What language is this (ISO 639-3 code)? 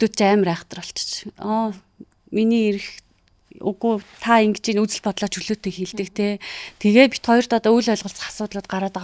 mon